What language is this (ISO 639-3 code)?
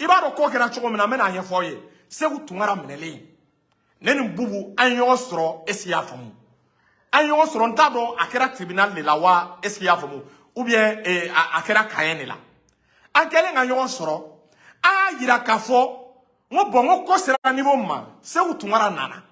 bam